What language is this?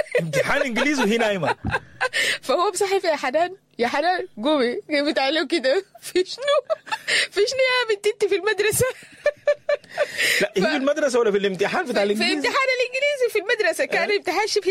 Sudanese Arabic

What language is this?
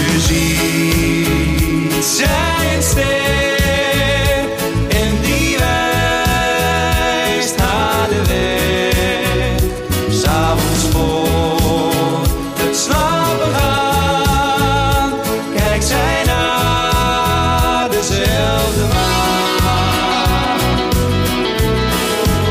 Dutch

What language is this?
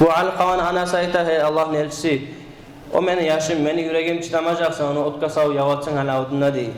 Kumyk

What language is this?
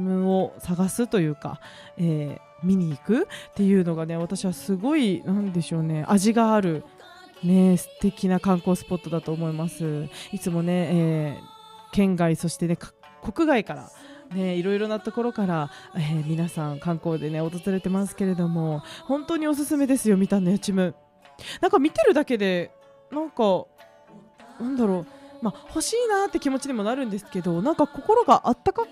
Japanese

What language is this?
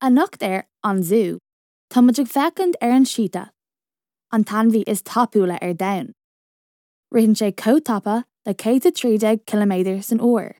Irish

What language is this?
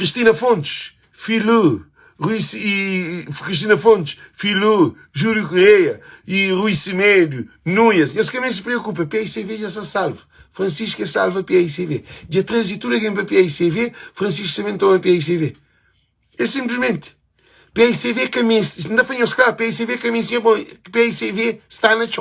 Kabuverdianu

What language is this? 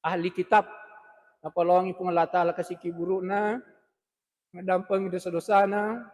Buginese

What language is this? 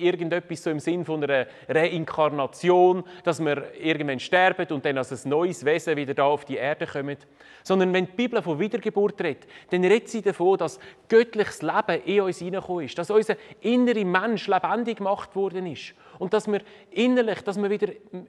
Swiss German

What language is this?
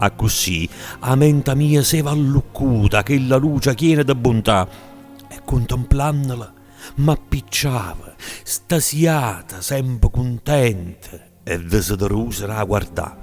Neapolitan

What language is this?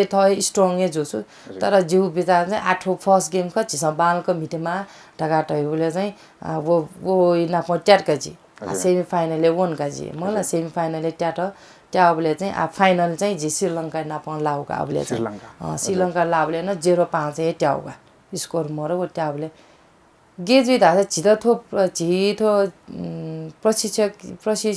Newari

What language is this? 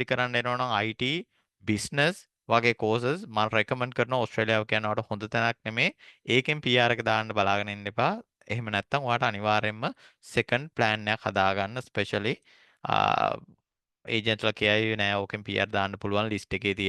Sinhala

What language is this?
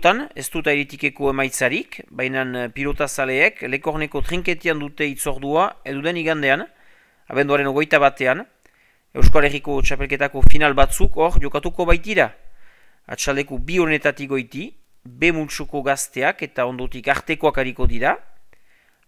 Basque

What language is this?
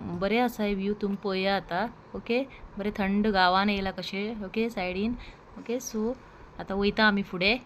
Konkani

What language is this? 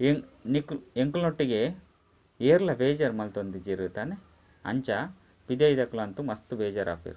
Tulu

